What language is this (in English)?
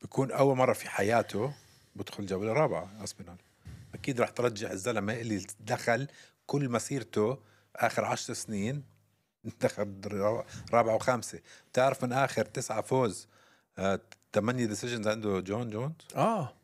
North Levantine Arabic